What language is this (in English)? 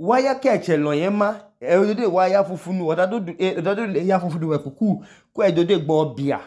Idoma